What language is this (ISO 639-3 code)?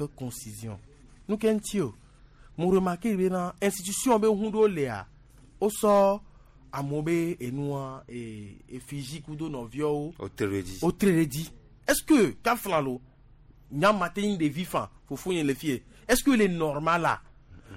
gej